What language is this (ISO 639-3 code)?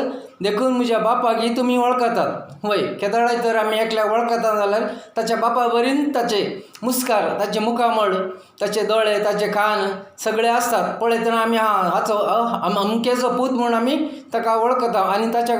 kok